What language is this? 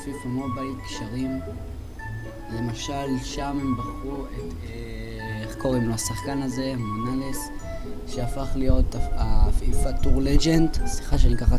Hebrew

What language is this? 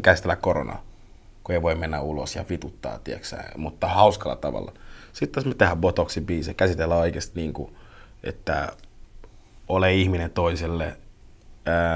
Finnish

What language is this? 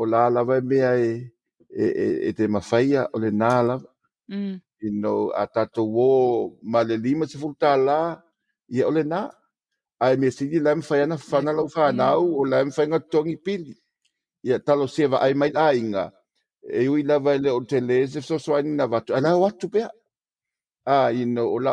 Samoan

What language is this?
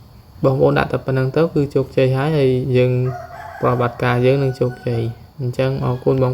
Khmer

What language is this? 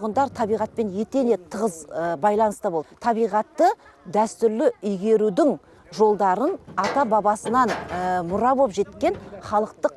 Kazakh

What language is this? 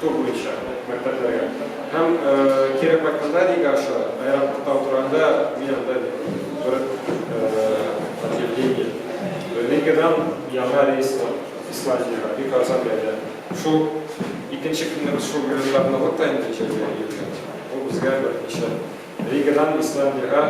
Tatar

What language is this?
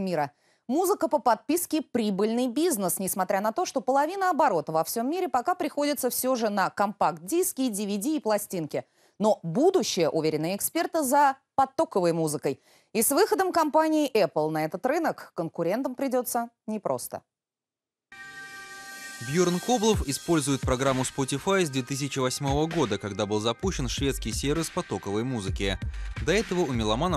Russian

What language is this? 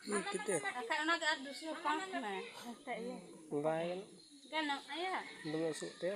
Santali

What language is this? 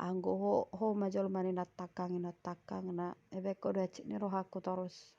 Batak Toba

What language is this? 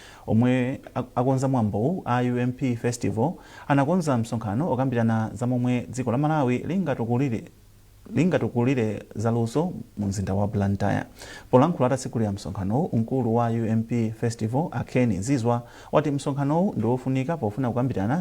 Nyanja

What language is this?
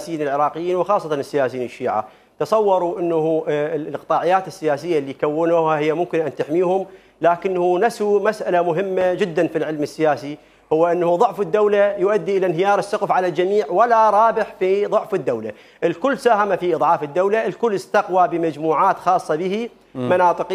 Mesopotamian Arabic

